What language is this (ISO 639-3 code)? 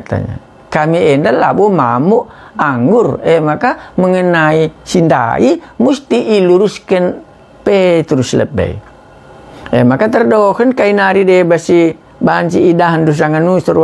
btx